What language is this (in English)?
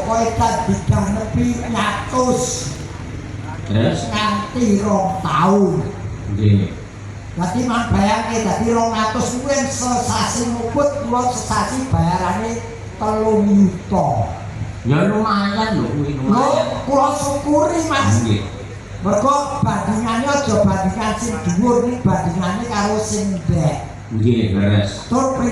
Javanese